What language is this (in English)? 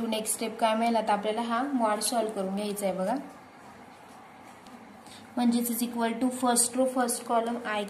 Marathi